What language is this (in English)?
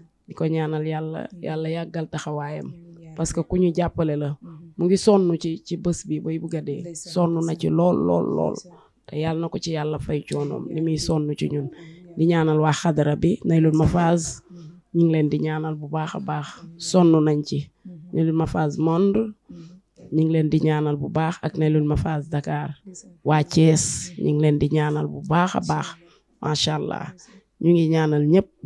Wolof